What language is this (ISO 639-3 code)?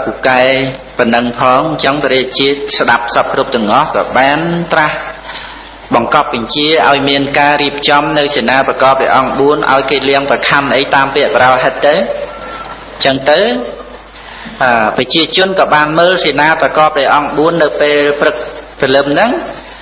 khm